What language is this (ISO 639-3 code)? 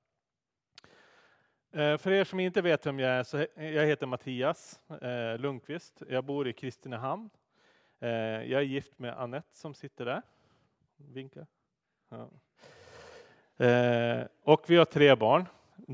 swe